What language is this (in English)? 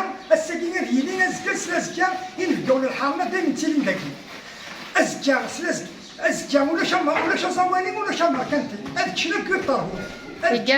Kabyle